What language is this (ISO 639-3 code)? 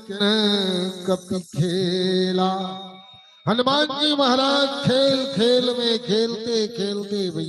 hne